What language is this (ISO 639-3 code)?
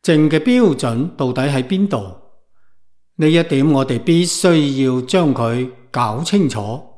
yue